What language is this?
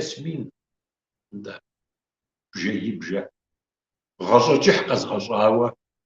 Kabardian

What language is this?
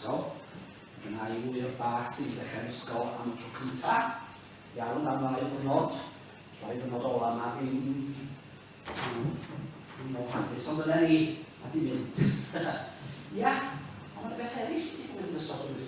Welsh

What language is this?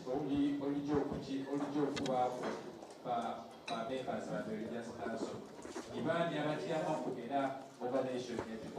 Soga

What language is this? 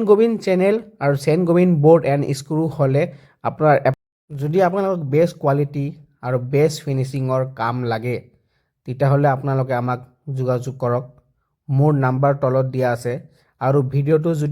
Assamese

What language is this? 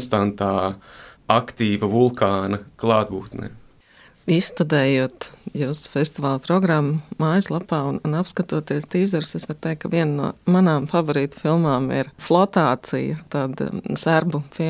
Latvian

